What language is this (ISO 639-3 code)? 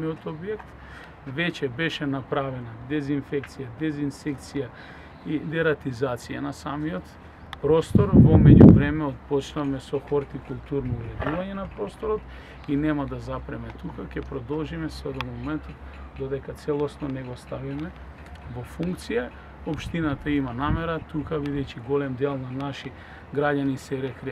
mkd